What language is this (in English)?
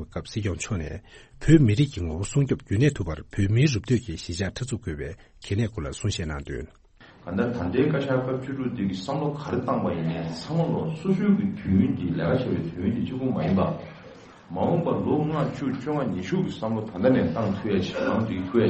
Tibetan